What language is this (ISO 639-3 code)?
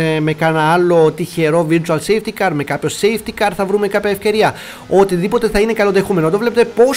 ell